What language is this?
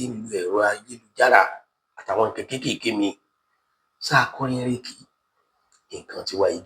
Yoruba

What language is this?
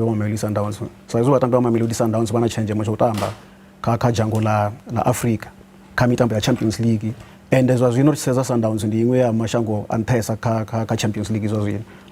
Venda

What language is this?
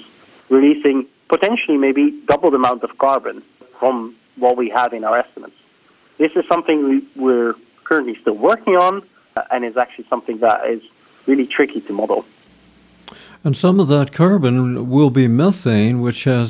English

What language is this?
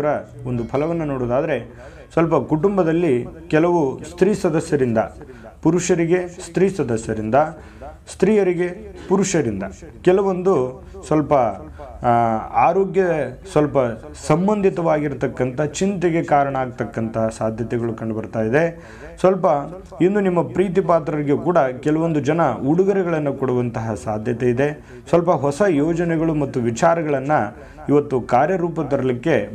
Kannada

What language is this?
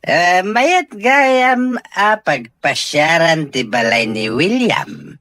Iloko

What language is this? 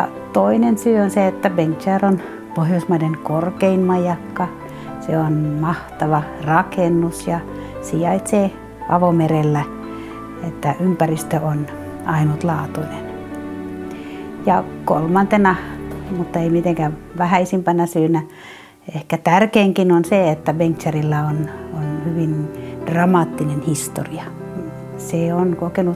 Finnish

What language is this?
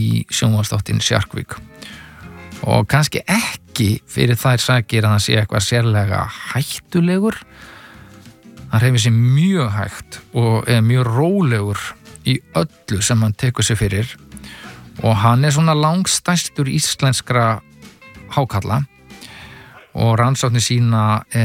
Icelandic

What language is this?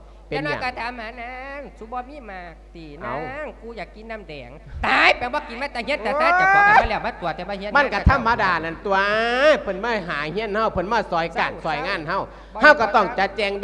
Lao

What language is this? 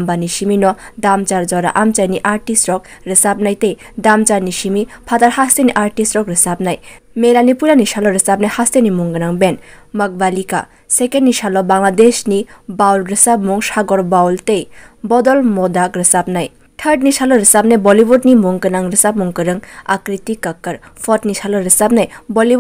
Kok Borok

